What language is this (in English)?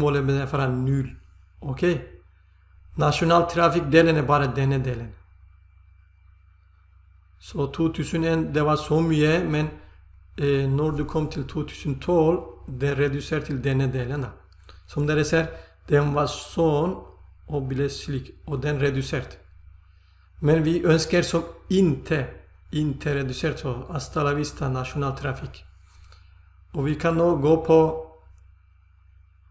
Norwegian